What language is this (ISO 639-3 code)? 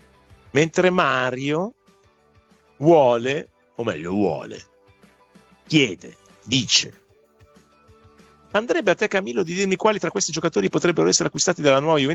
ita